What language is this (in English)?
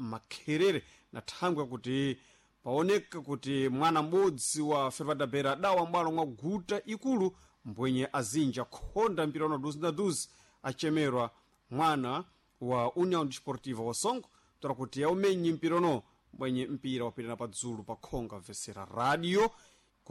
Sena